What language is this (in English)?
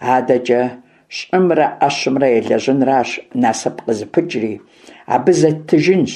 Kabardian